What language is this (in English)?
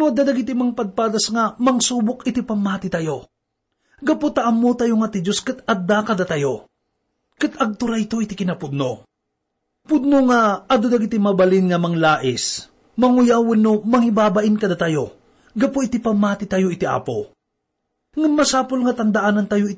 Iloko